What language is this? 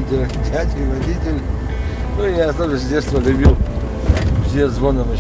Abkhazian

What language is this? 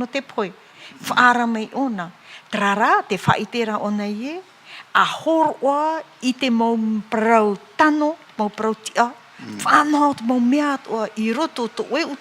Tahitian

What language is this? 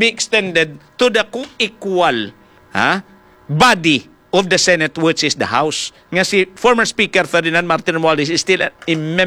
Hiligaynon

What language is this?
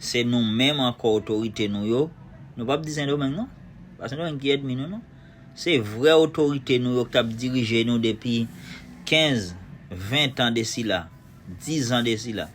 Haitian Creole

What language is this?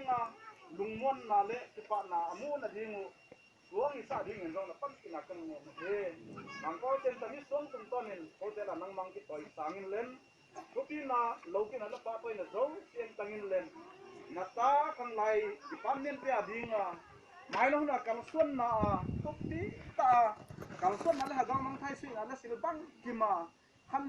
Tedim Chin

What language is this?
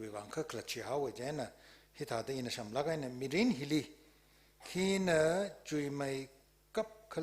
Tangkhul Naga (India)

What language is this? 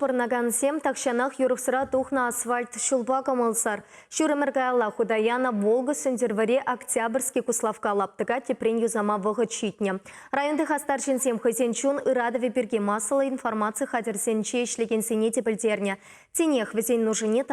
Chuvash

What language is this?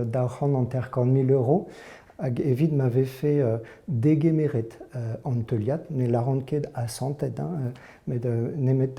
Breton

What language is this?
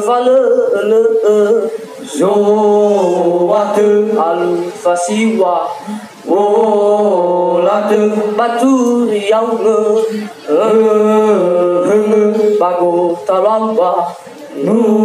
Nias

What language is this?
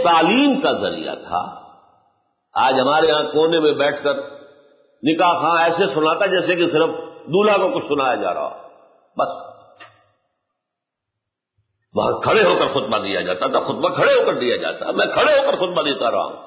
Urdu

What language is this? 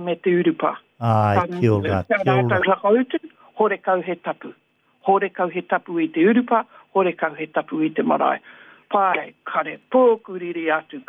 Māori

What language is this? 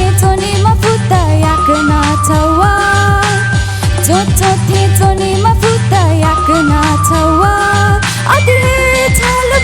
Newari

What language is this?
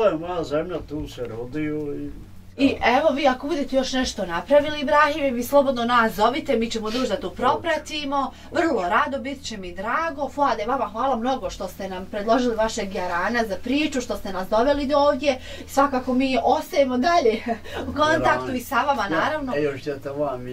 Bosnian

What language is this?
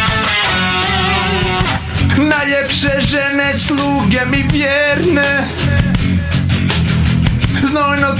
Serbian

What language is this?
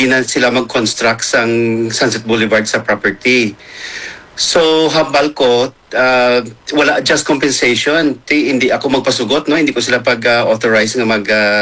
Hiligaynon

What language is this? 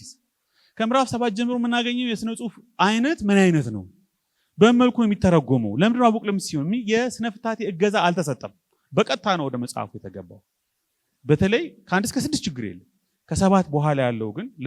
Amharic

